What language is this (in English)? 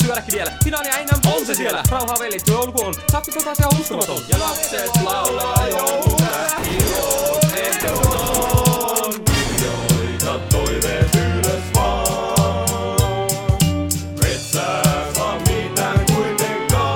Finnish